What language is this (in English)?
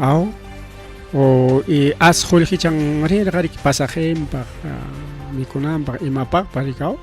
Ayacucho Quechua